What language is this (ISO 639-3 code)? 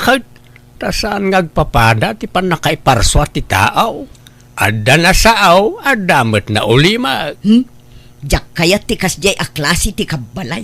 ilo